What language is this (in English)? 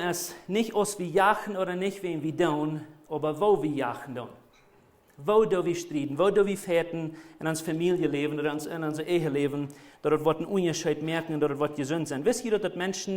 Plautdietsch